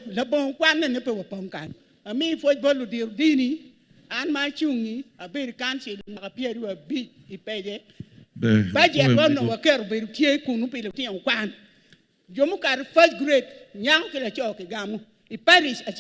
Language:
Acoli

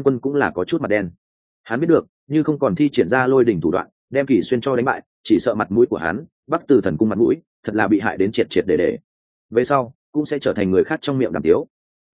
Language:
Vietnamese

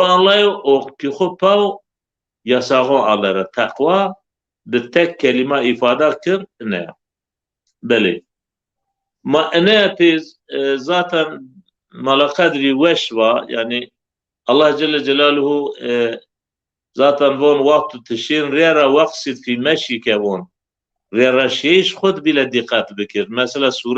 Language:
Zaza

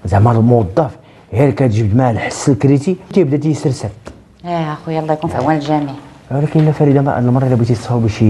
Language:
Moroccan Arabic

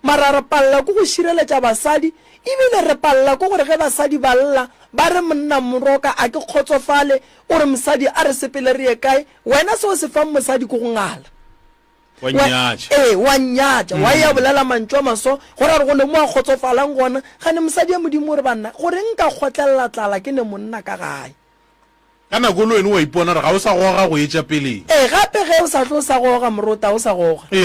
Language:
Northern Sotho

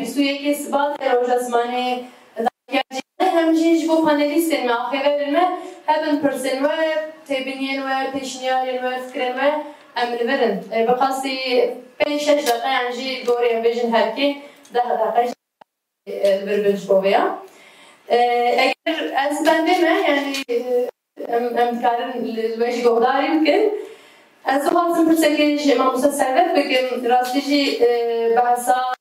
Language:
Kurdish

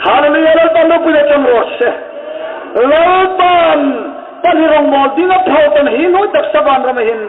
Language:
Hmar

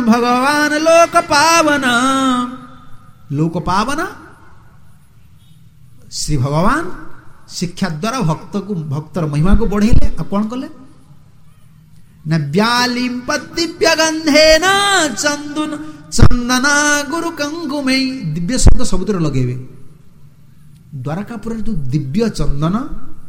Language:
Odia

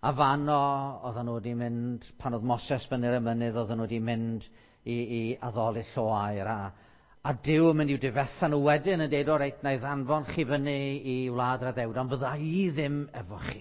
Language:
Welsh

